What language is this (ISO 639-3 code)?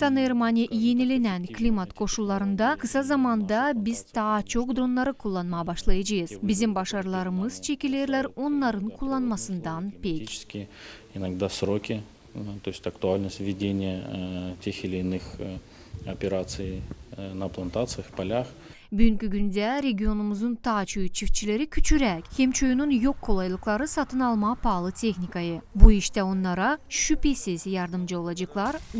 gag